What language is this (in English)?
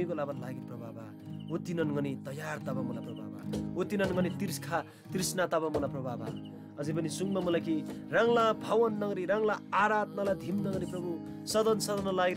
Eastern Tamang